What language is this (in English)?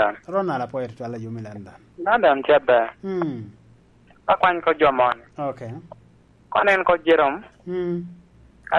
Lango (Uganda)